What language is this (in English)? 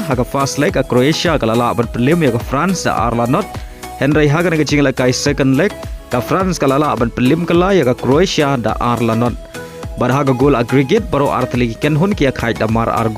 Khasi